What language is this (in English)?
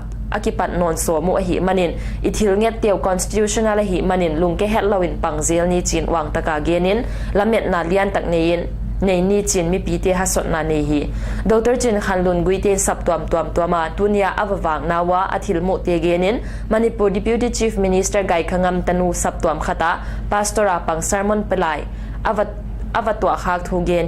Paite Chin